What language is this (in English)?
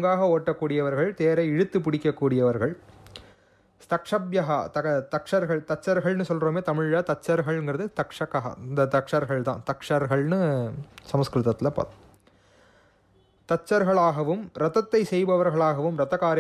Tamil